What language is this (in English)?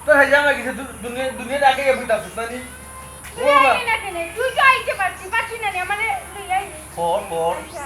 Sylheti